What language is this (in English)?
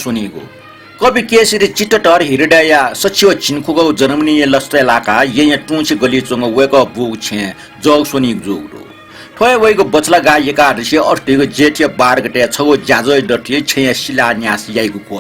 Newari